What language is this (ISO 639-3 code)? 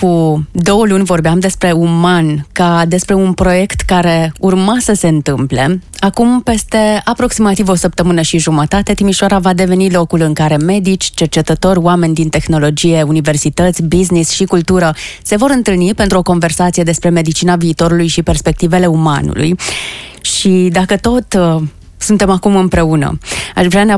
ron